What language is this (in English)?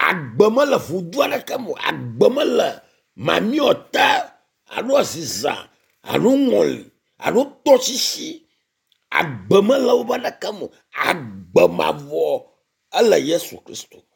Ewe